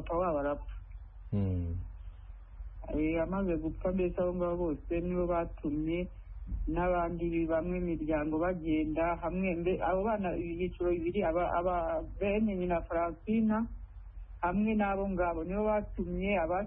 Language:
Kinyarwanda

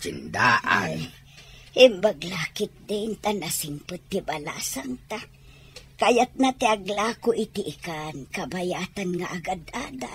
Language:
Iloko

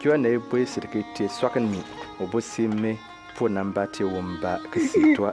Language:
Bimoba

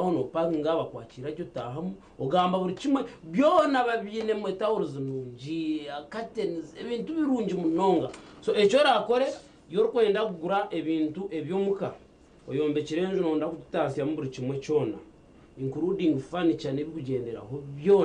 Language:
Nyankole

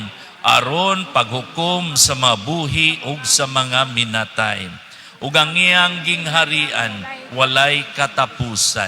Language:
Cebuano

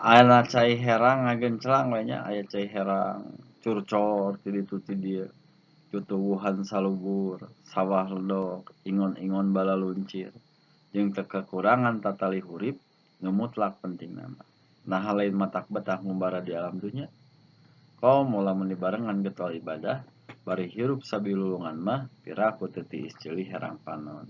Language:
Sundanese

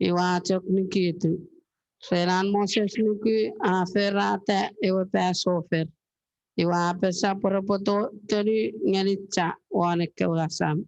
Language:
Chuukese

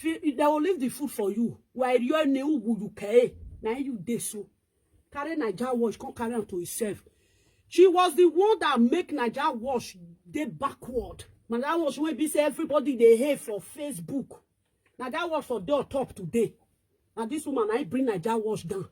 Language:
Nigerian Pidgin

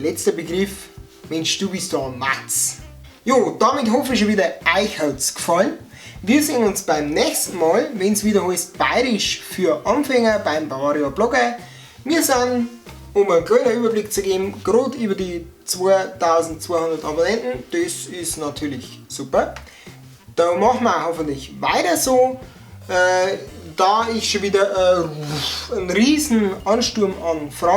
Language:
Bavarian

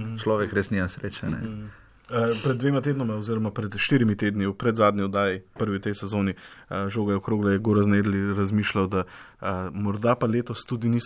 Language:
Slovenian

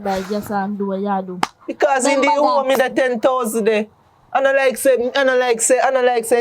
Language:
Jamaican Creole English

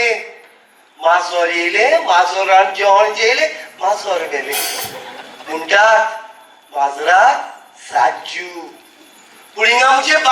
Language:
Konkani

